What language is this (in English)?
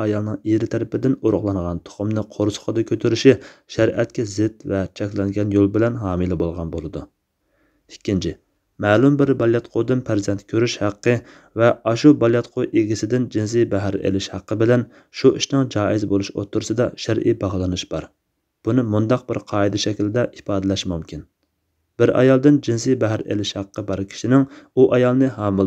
Uyghur